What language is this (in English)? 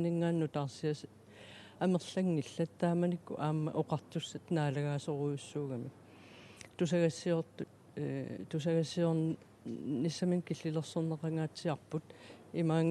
Kalaallisut